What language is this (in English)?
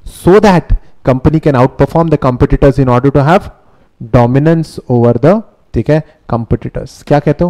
Hindi